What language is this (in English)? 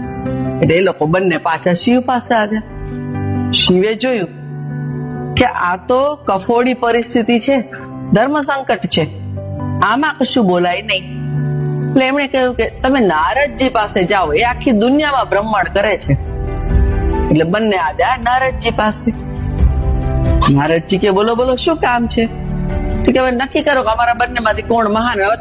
Gujarati